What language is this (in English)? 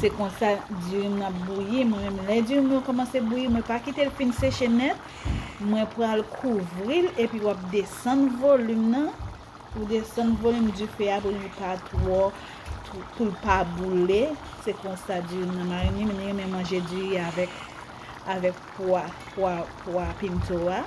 Haitian Creole